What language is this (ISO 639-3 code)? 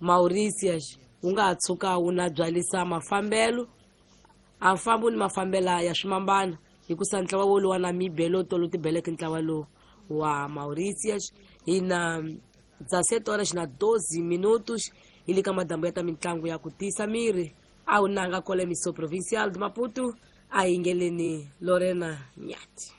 tso